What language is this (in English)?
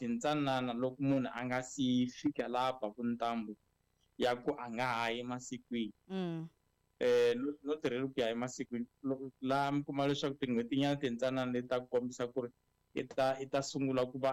Tsonga